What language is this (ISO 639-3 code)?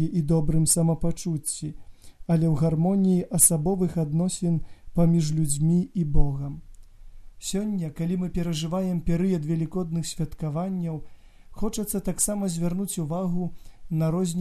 bel